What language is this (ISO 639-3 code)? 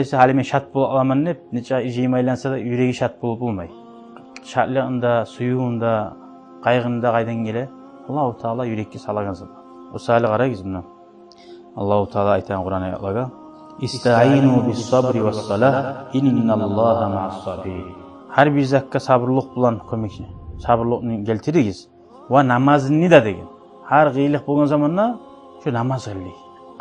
kum